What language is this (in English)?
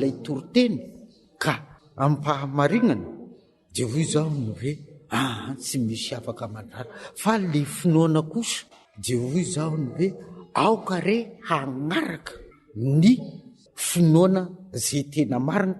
Malagasy